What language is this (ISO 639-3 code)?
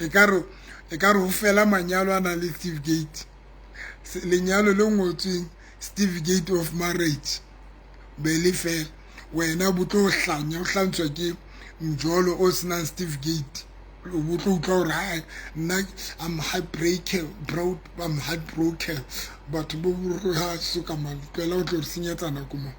sot